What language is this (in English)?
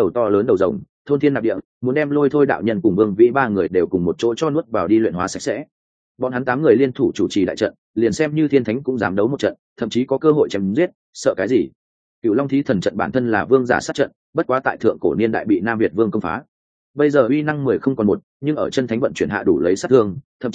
Vietnamese